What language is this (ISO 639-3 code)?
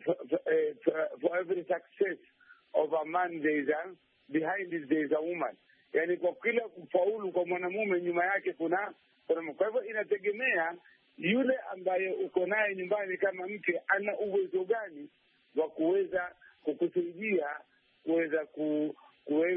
swa